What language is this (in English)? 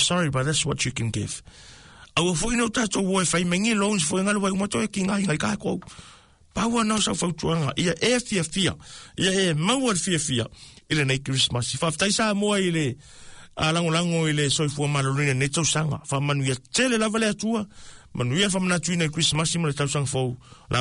Samoan